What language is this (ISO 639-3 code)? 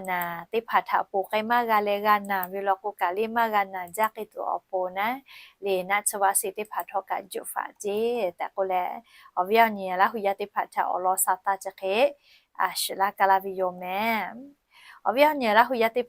lhu